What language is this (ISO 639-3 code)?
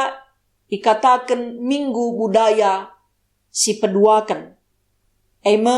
btx